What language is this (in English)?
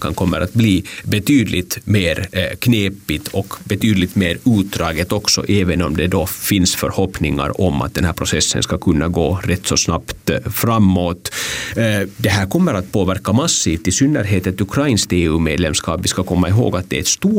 Swedish